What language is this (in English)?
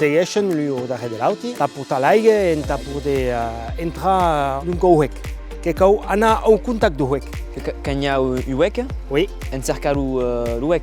Occitan